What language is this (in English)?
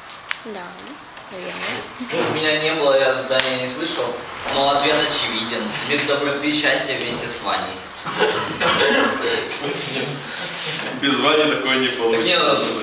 Russian